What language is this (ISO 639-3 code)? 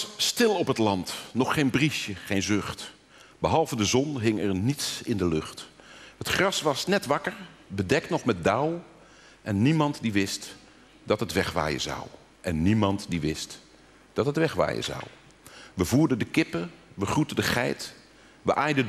nld